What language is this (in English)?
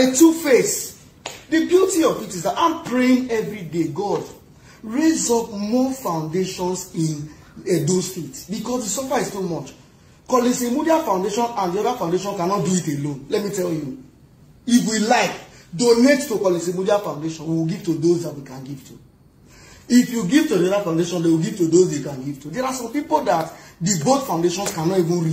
Nigerian Pidgin